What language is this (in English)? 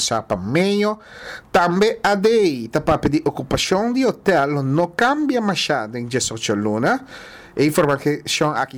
Papiamento